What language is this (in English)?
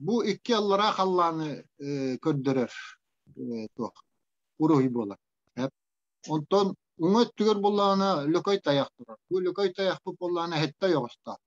Yakut